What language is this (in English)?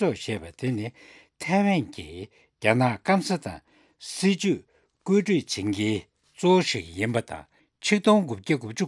Tibetan